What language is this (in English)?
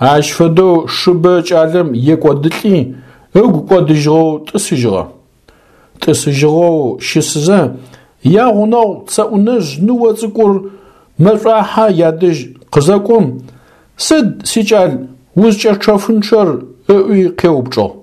Adyghe